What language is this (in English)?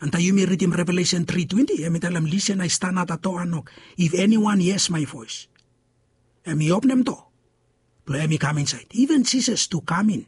Bislama